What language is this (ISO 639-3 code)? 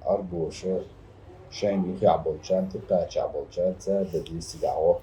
che